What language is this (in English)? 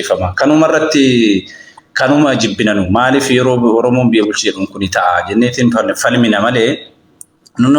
Oromo